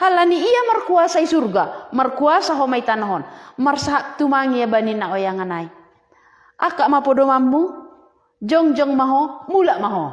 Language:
Batak Simalungun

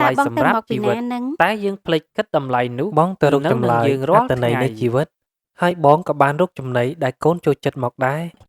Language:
Khmer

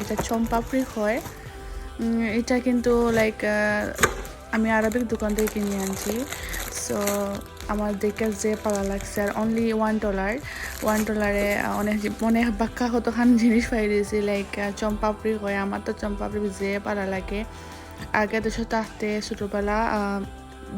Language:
Sylheti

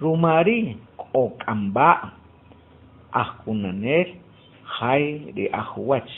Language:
Achi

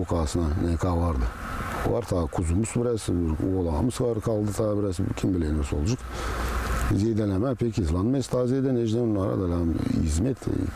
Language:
Gagauz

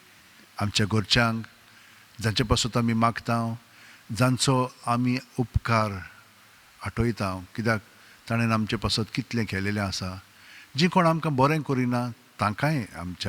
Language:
Konkani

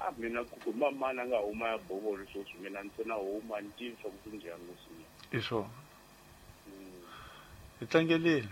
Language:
Tsonga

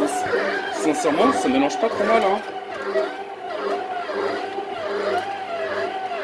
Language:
French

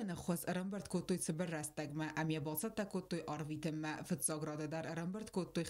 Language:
Ossetic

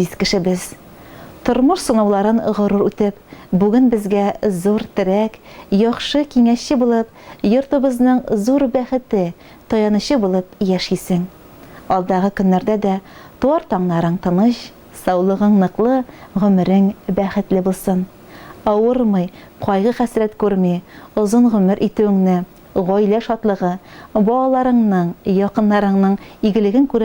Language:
Tatar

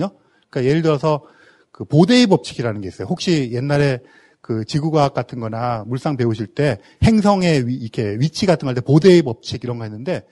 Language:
Korean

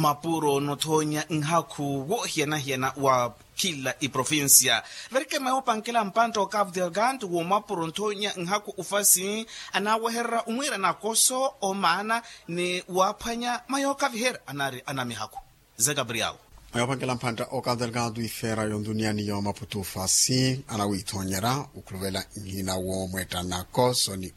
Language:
Makhuwa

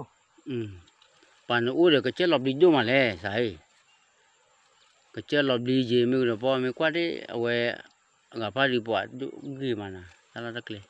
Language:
S'gaw Karen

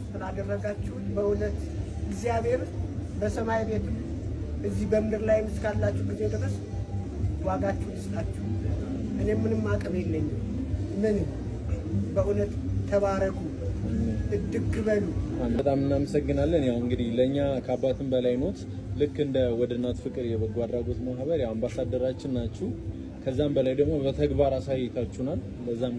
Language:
Amharic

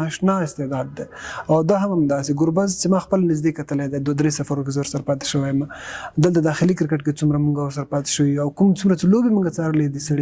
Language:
Pashto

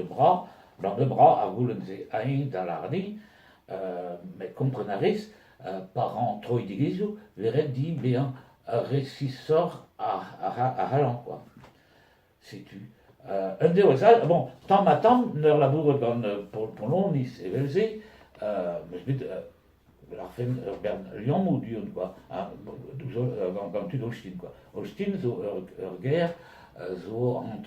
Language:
Breton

